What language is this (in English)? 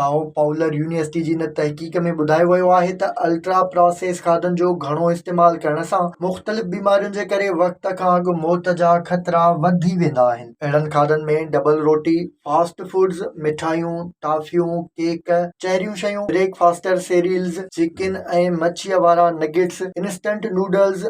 Sindhi